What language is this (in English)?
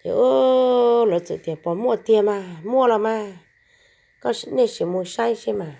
Hmong